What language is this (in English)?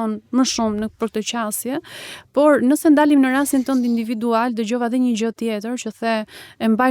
Albanian